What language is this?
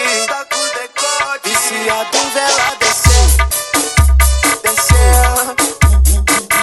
Portuguese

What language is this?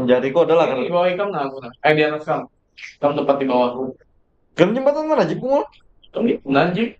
Banjar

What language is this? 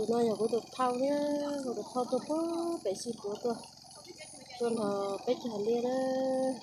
Hmong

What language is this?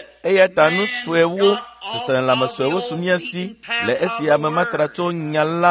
Ewe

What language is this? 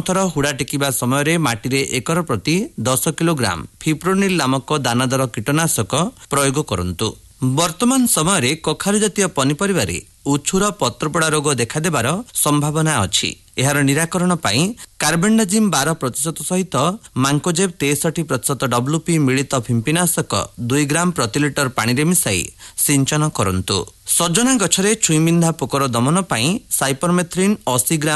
Odia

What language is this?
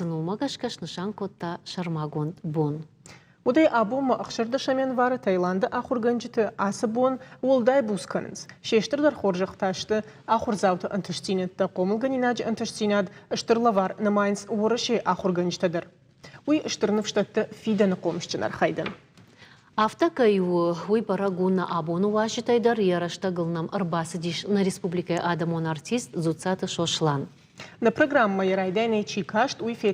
Ossetic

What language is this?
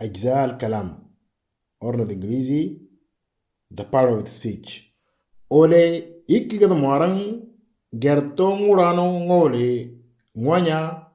Moro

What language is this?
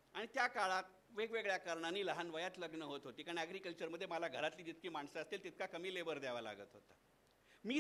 Marathi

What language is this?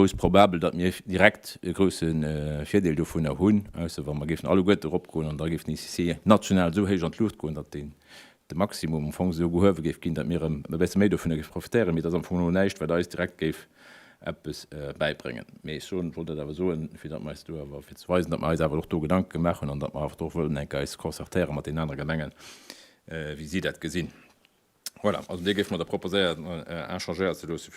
Luxembourgish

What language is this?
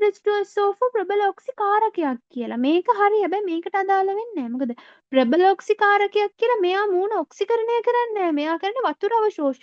Sinhala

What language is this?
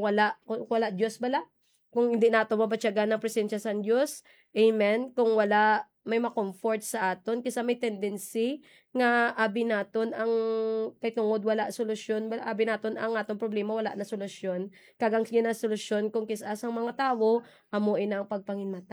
Hiligaynon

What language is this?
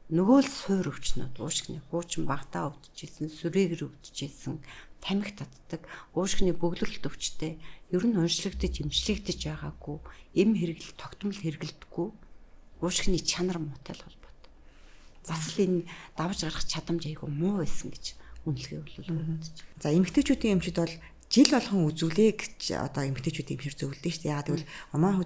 Mongolian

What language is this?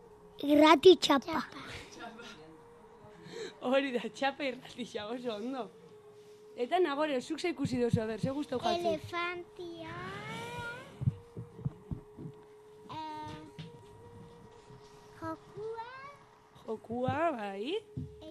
Basque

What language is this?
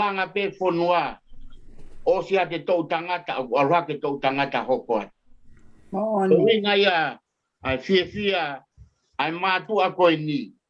Tongan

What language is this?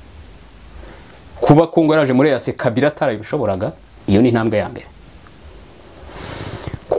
Kinyarwanda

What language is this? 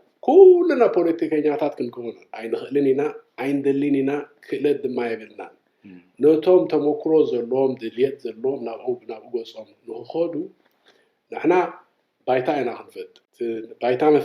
Tigrinya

